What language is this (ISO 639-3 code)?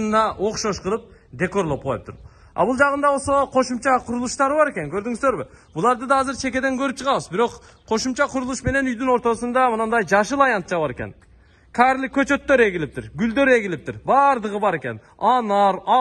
kir